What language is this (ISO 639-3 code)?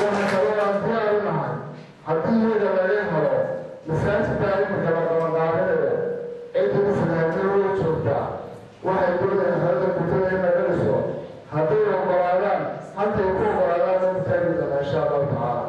som